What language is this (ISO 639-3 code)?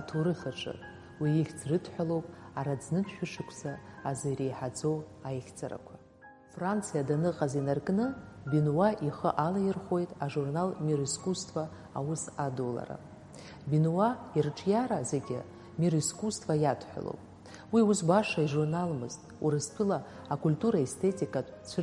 abk